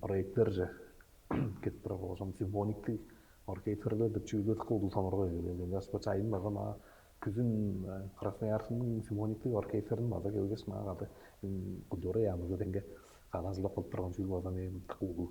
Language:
Tuvinian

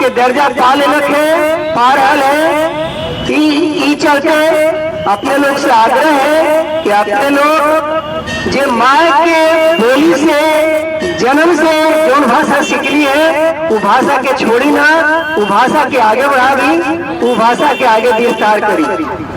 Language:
Magahi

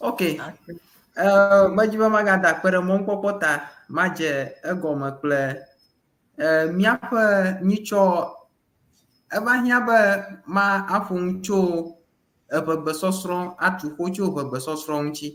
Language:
Ewe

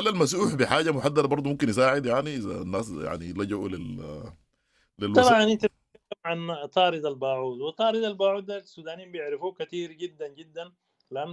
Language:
Sudanese Arabic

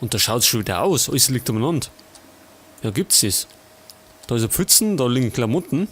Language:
Bavarian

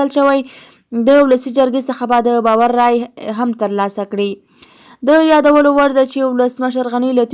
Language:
Pashto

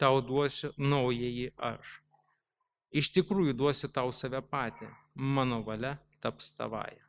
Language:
Lithuanian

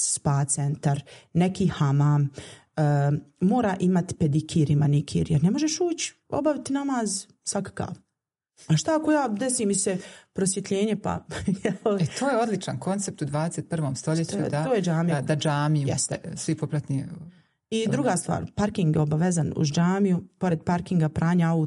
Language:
Bosnian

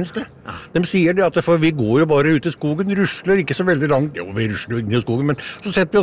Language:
Norwegian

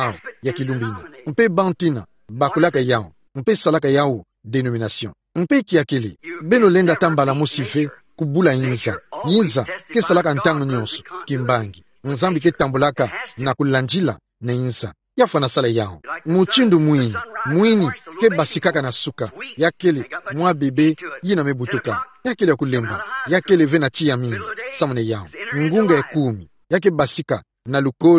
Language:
Kituba (Democratic Republic of Congo)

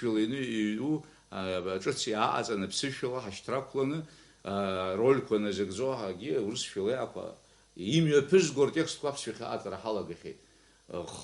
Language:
Abkhazian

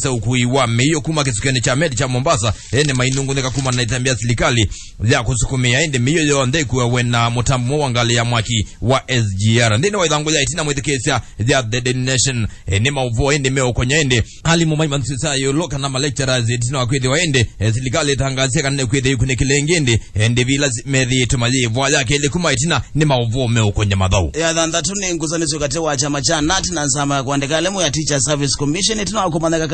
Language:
Kamba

